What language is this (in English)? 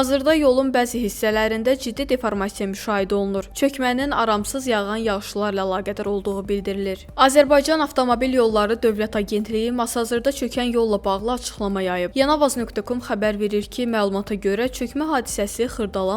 Azerbaijani